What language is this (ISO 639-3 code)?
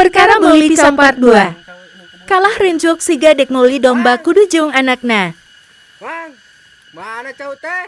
sun